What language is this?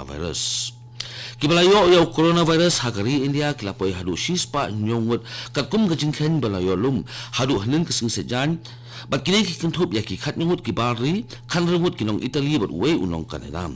Khasi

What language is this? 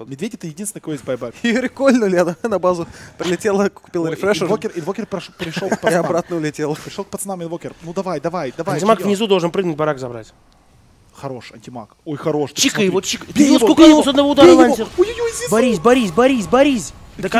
Russian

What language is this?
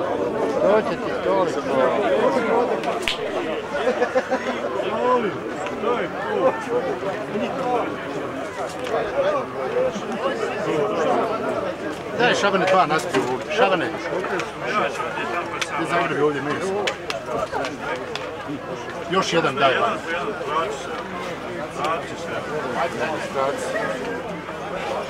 Bosnian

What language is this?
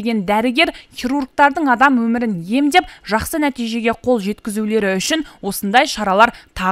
Kazakh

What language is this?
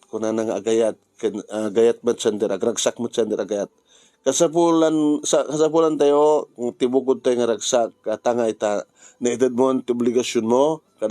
Iloko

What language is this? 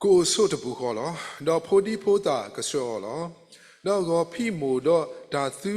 S'gaw Karen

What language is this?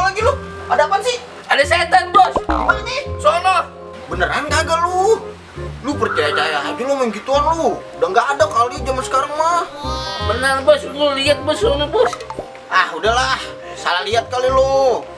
Betawi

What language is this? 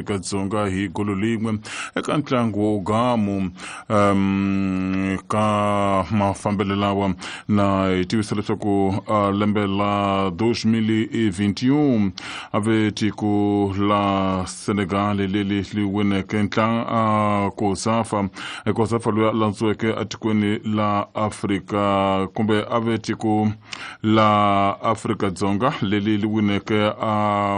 Tsonga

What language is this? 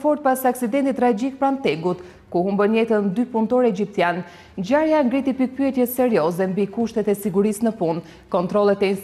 Albanian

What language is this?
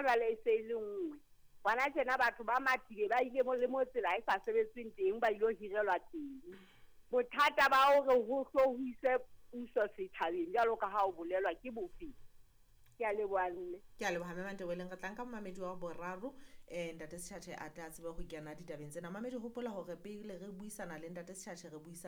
Southern Sotho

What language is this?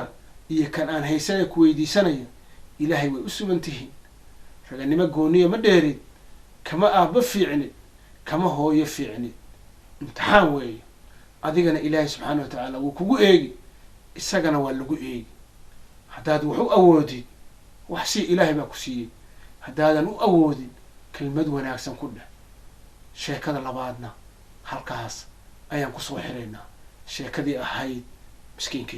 Somali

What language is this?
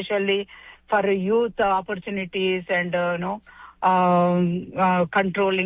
Punjabi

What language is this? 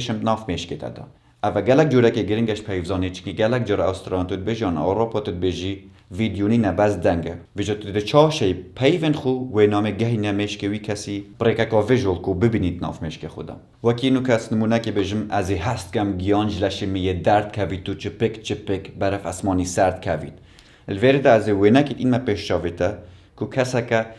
Kurdish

